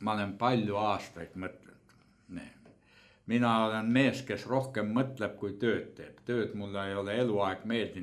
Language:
Estonian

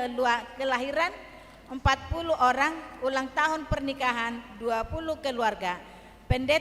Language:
Batak Toba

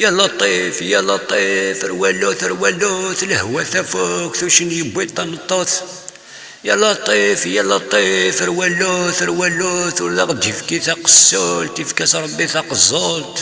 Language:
Kabyle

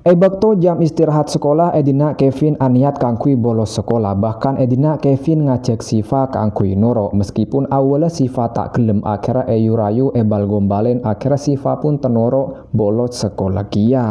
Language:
Madurese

